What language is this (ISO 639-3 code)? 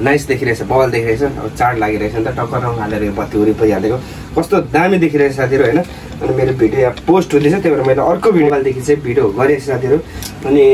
nep